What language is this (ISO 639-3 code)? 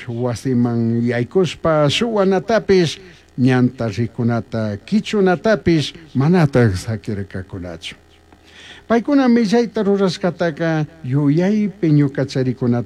qug